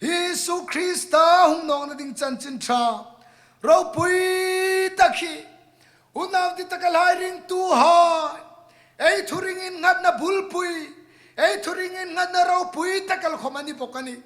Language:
Hmar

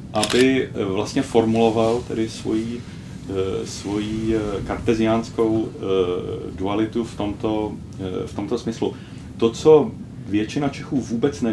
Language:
Czech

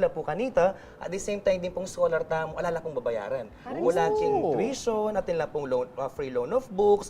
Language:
Pampanga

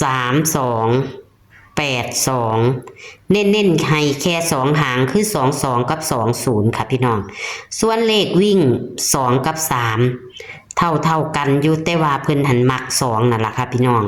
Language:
Lao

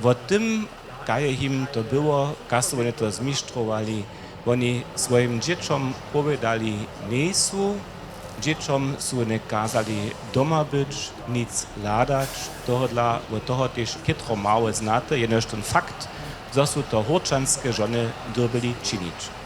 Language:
Upper Sorbian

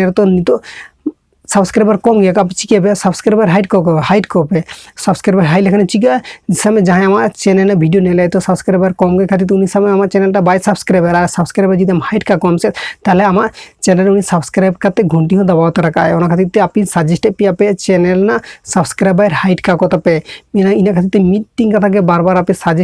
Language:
Santali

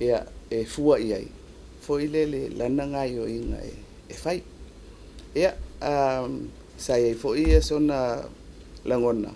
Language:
Samoan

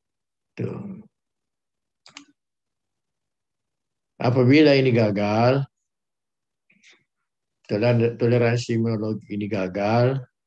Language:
Indonesian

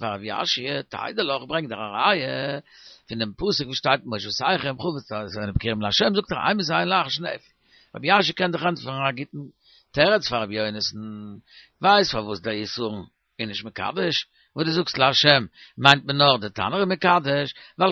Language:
Yiddish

